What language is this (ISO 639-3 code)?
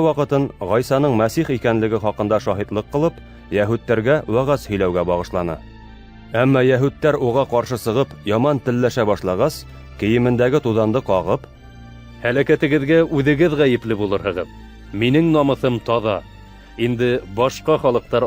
bak